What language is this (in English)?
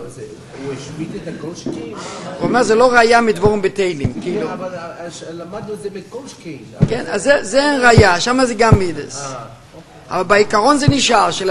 Hebrew